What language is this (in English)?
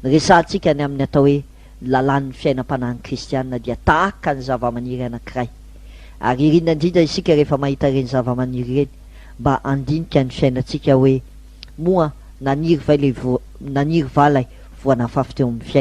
Malagasy